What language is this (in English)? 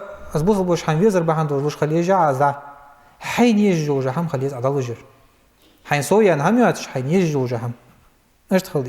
Ingush